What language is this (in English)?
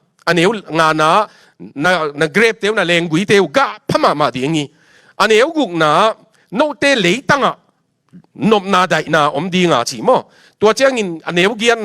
Tedim Chin